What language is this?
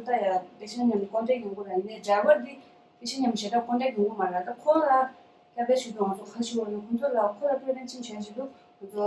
Tibetan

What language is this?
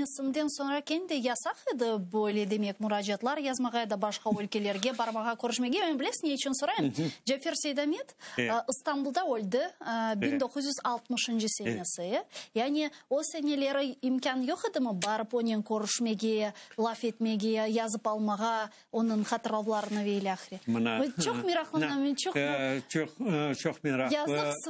Crimean Tatar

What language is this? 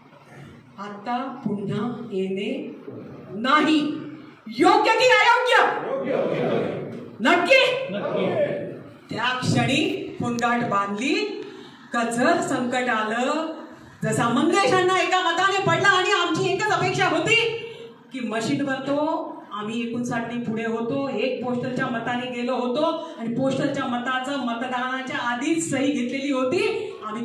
Marathi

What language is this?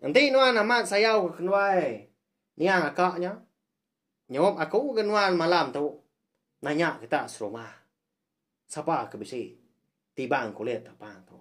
Iban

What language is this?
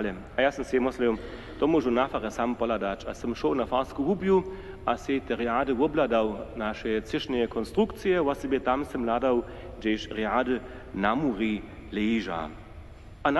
Upper Sorbian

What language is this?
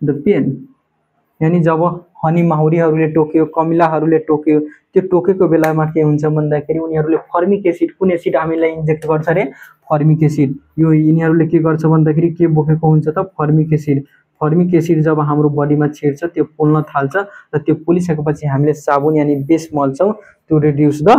Nepali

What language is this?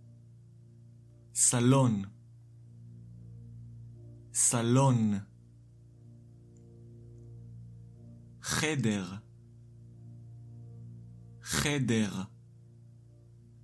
Hebrew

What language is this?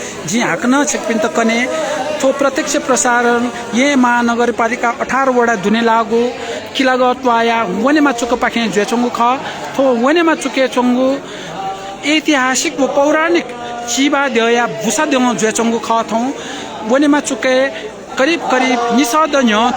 Newari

